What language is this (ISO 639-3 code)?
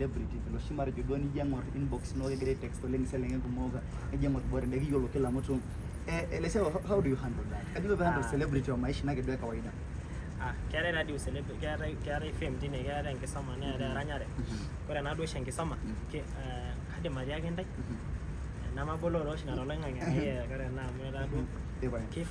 mas